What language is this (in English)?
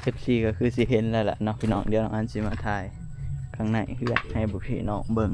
Northeastern Thai